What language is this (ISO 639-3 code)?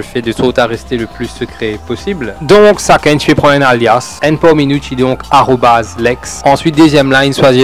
mfe